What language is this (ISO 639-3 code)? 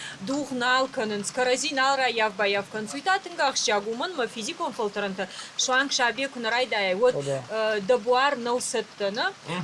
oss